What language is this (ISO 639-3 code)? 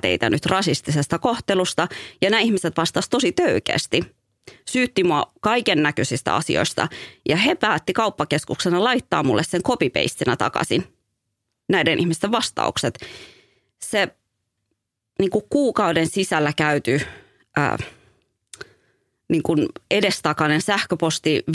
fin